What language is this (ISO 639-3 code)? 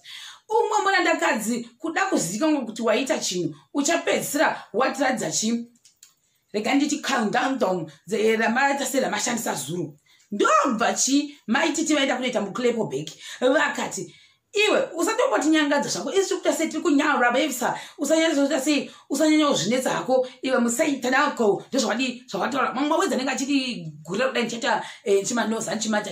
sna